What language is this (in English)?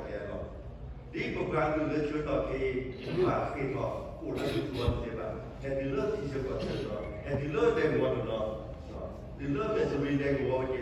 S'gaw Karen